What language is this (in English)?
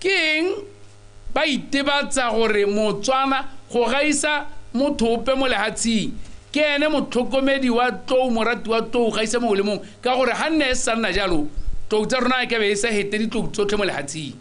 Tswana